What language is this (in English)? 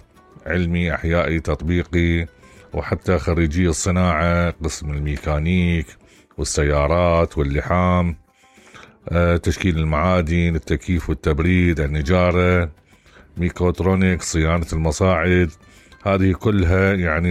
Mesopotamian Arabic